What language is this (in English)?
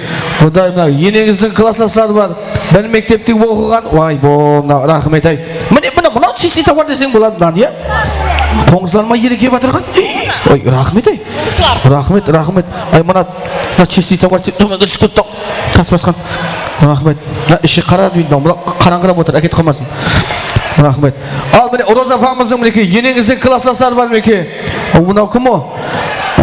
Kara-Kalpak